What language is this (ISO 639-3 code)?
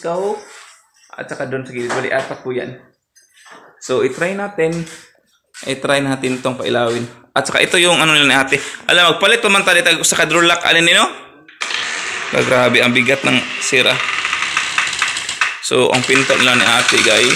fil